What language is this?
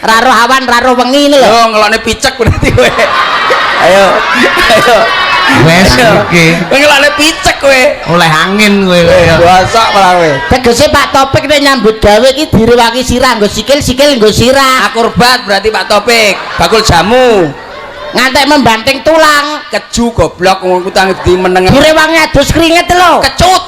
Javanese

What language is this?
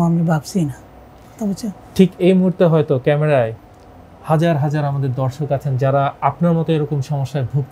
Bangla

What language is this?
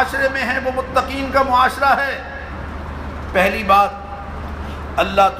Urdu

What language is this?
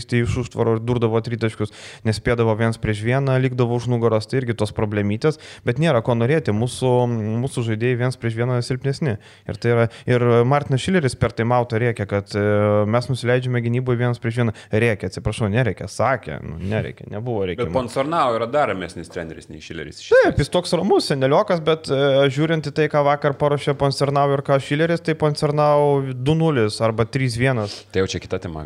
Lithuanian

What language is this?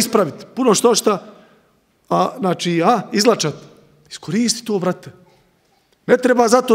Bosnian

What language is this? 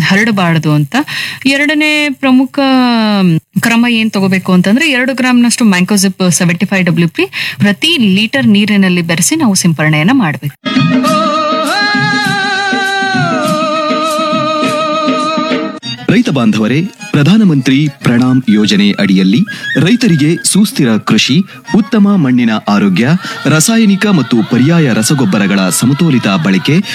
Kannada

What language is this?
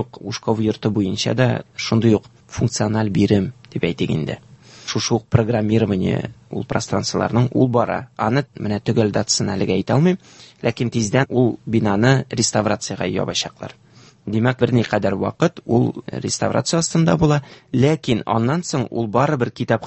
Tatar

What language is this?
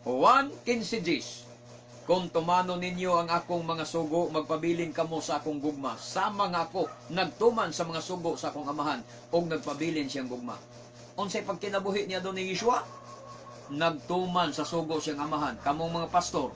Cebuano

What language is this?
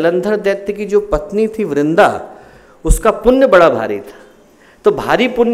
Hindi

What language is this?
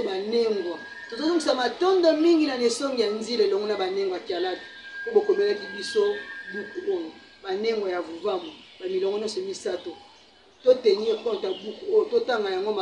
Lingala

